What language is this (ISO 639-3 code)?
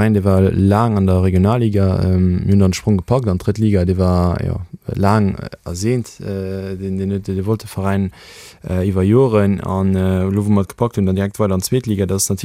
ltz